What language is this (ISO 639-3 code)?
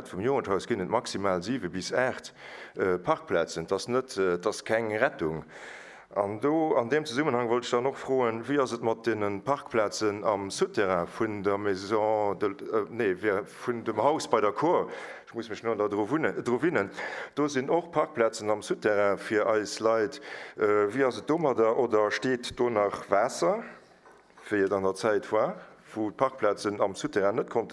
ltz